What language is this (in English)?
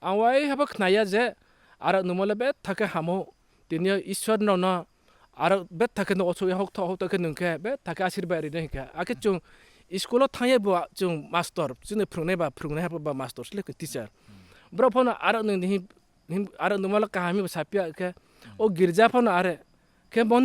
Riang (India)